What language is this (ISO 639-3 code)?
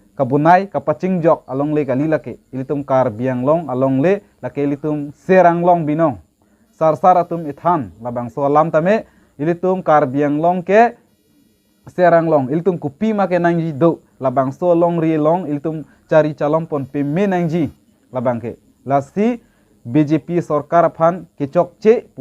mjw